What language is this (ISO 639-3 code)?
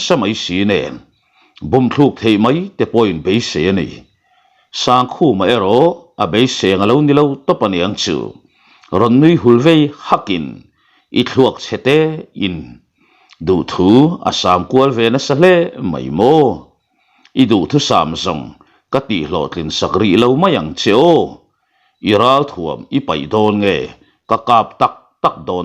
lus